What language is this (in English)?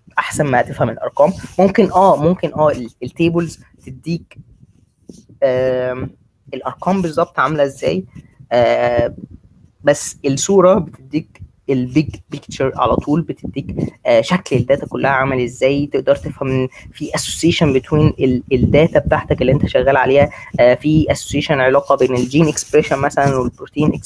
Egyptian Arabic